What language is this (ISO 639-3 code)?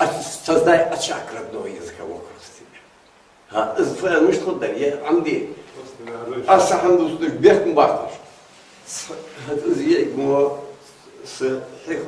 inh